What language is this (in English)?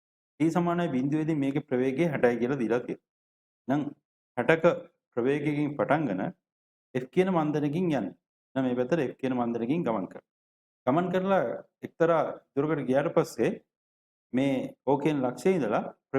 Sinhala